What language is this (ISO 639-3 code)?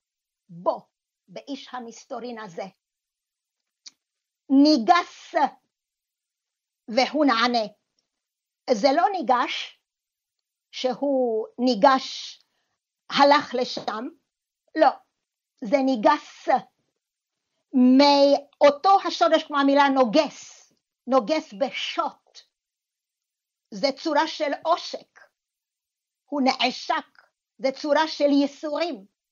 heb